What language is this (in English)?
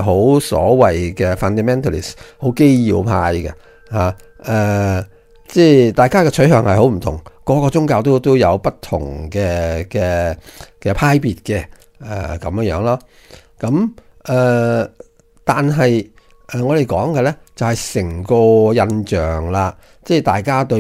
Cantonese